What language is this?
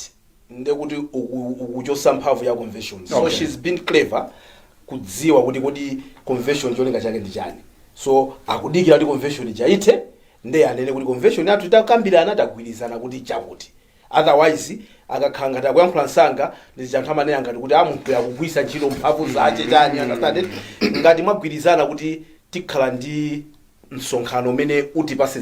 Nyanja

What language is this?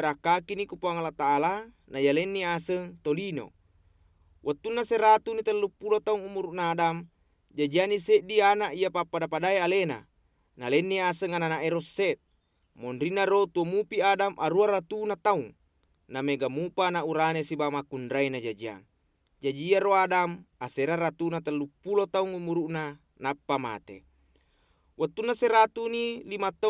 Buginese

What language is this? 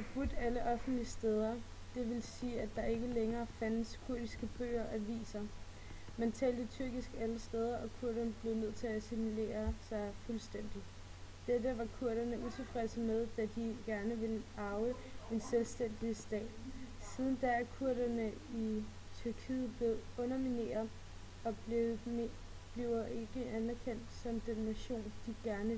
Danish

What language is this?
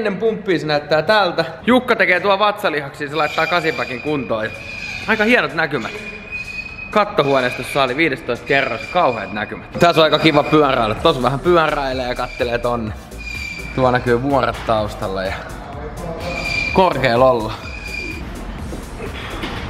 Finnish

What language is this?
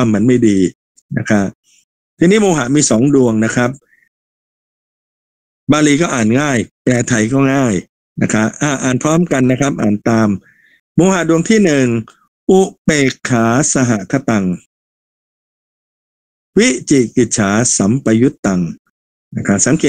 Thai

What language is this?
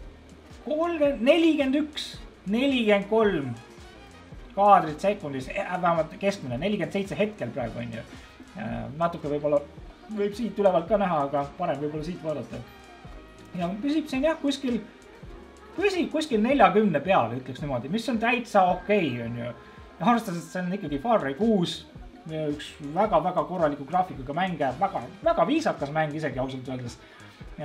Estonian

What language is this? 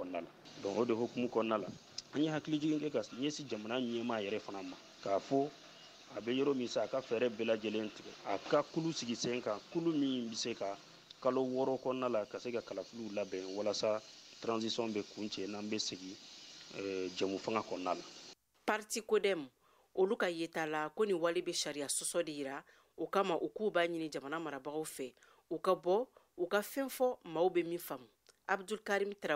Bambara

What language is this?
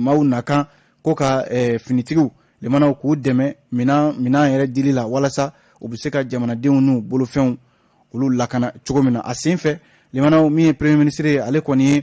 Bambara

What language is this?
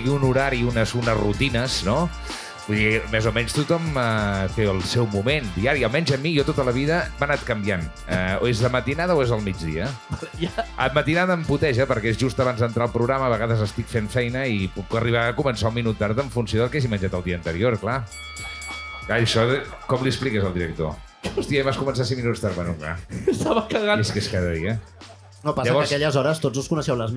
Catalan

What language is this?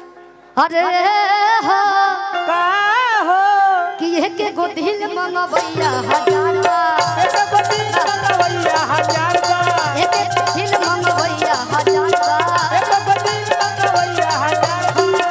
Bhojpuri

